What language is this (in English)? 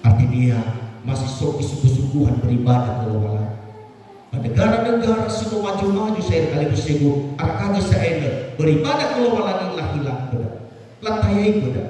Nias